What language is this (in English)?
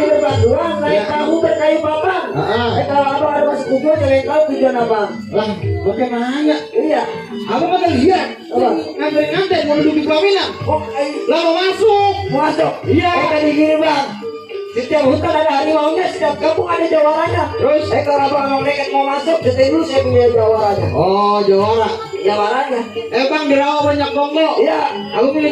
Betawi